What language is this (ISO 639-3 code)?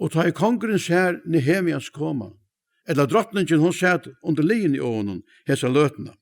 fao